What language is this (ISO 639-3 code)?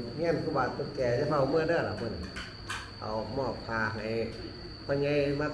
tts